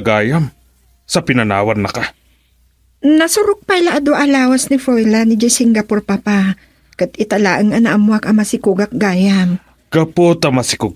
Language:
Iloko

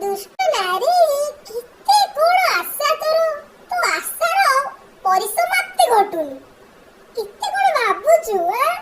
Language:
Odia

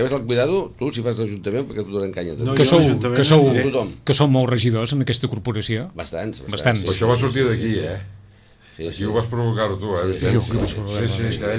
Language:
Catalan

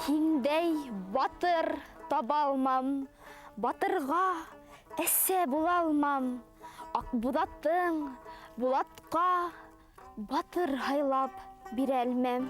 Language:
Bashkir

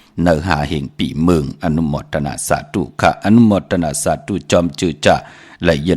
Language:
Shan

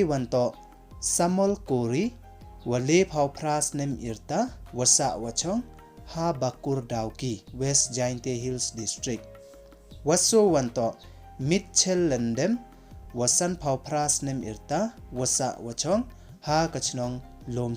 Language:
Pnar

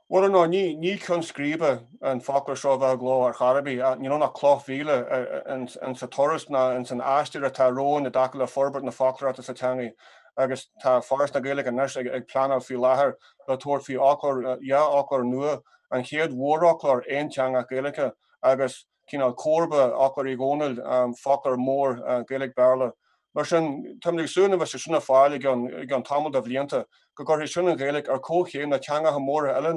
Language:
Irish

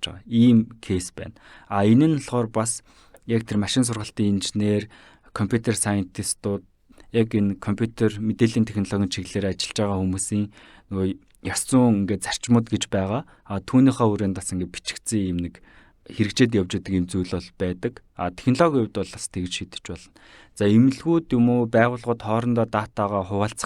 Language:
Mongolian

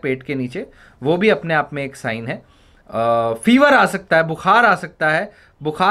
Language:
Hindi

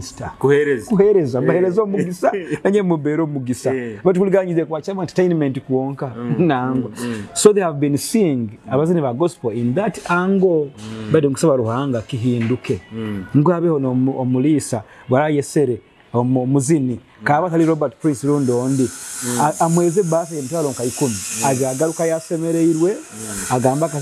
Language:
Nyoro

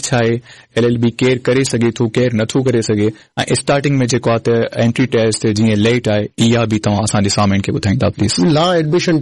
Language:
Sindhi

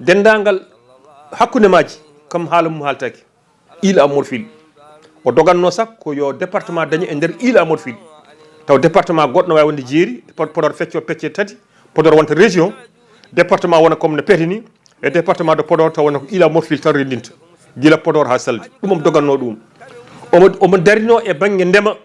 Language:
Fula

